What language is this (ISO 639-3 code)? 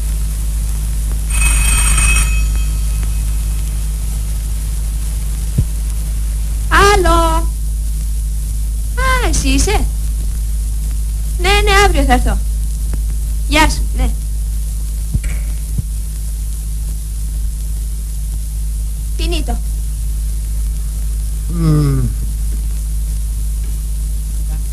ell